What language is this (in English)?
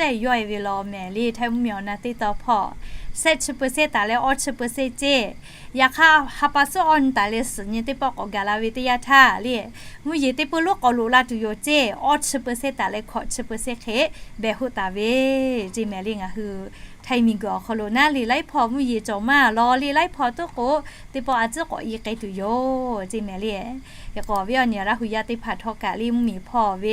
Lahu